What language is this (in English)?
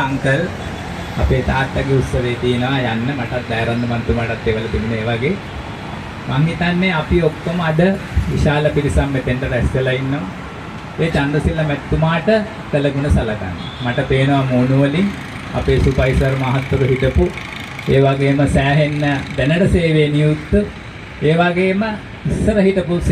Sinhala